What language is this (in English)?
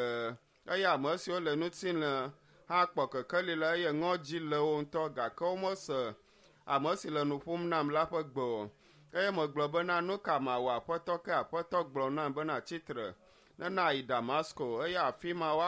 Ewe